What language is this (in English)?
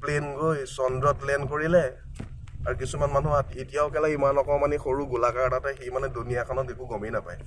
Assamese